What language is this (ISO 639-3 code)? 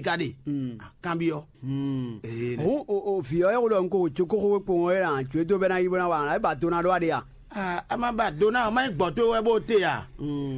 fon